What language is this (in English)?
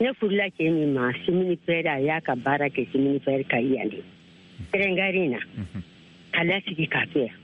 Bambara